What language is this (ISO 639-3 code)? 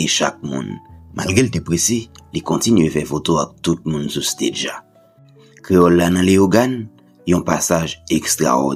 hat